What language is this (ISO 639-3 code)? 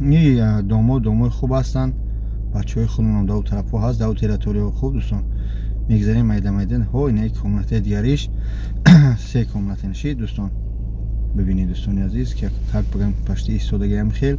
tgk